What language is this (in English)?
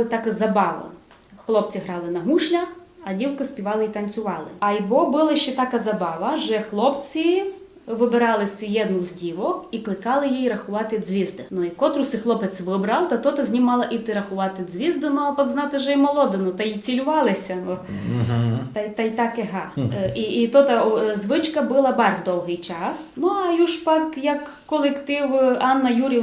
Rusyn